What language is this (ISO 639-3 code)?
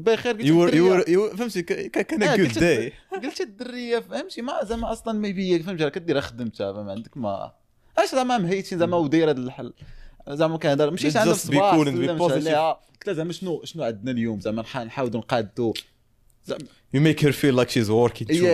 ary